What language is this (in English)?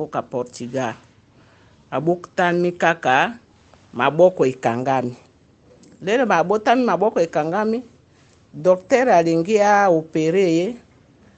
Lingala